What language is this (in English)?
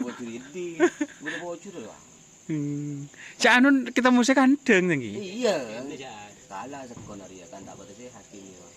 Madurese